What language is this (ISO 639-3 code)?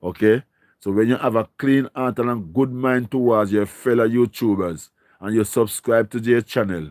jam